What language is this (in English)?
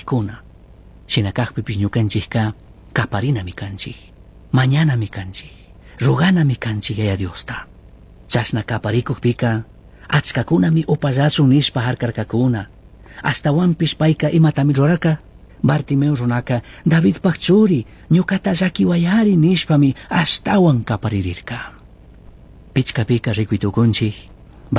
Chimborazo Highland Quichua